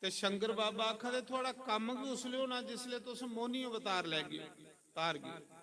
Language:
Dogri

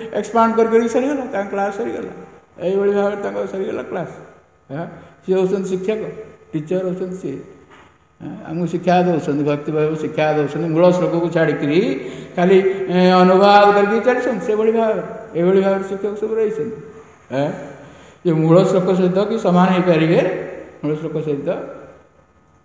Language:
Odia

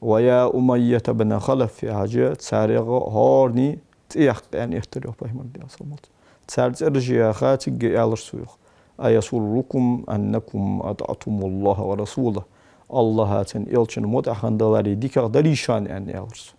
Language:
Ingush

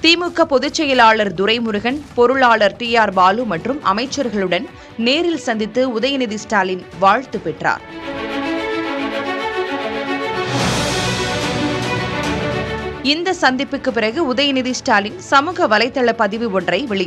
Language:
Tamil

